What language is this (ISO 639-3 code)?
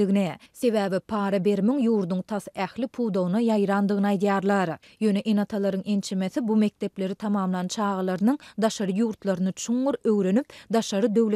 tuk